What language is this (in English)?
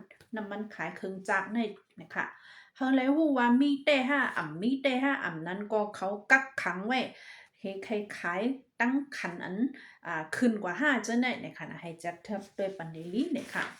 Shan